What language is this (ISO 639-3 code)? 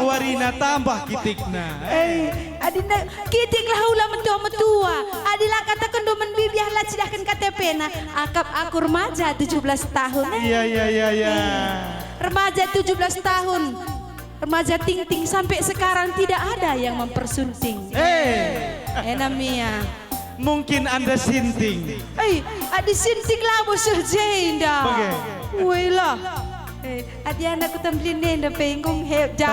btx